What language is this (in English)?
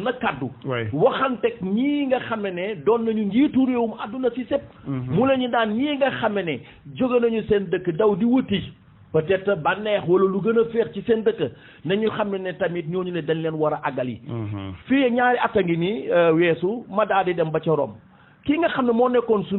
Wolof